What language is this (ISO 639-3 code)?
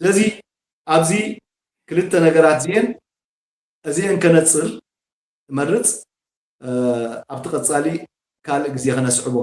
tir